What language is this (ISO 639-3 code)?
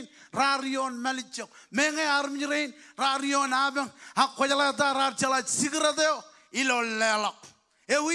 mah